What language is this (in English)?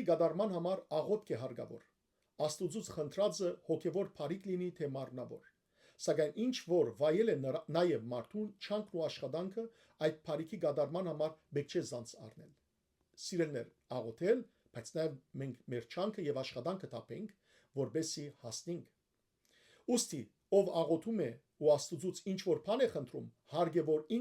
Western Armenian